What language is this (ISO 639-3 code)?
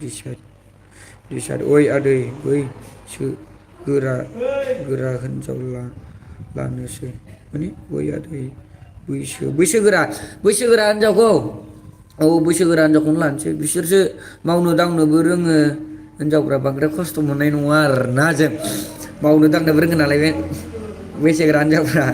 brx